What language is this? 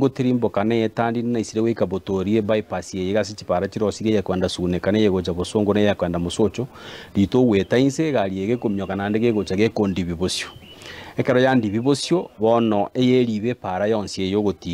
Gusii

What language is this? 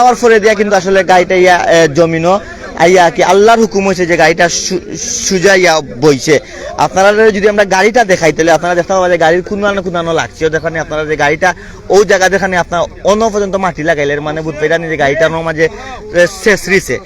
Sylheti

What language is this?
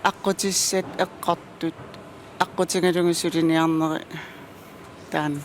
Kalaallisut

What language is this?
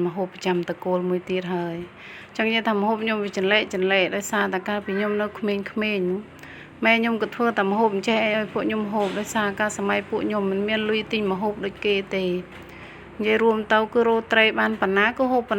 Khmer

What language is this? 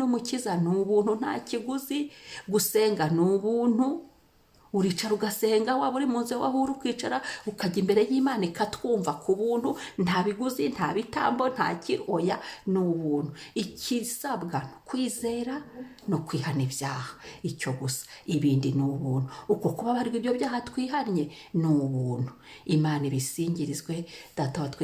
Kinyarwanda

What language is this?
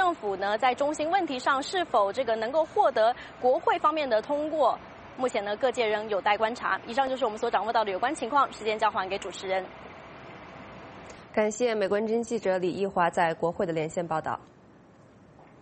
Chinese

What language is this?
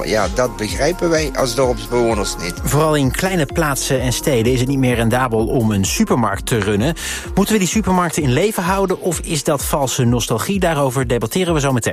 Dutch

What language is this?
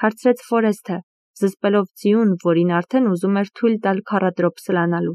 Armenian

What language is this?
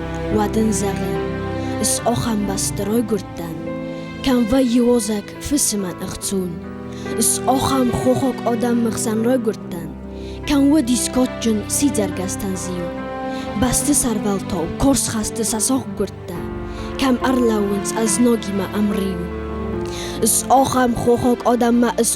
Ossetic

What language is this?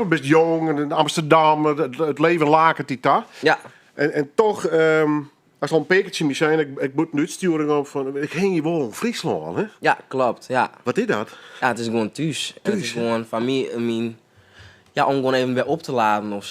Western Frisian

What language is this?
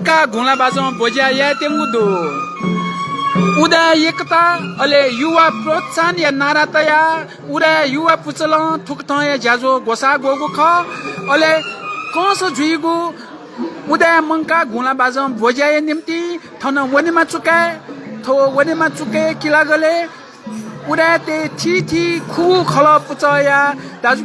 Newari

